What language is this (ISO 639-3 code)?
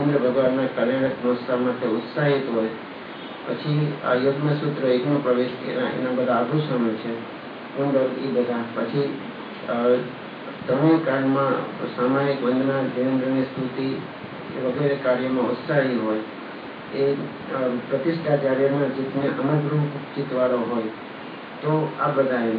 guj